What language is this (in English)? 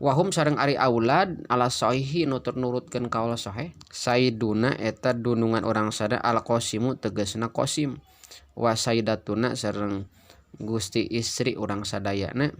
Sundanese